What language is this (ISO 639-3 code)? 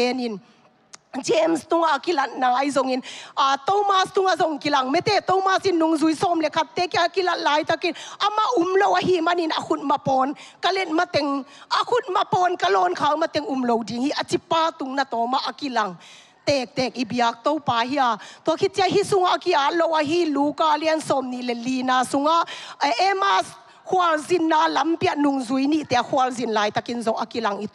ctd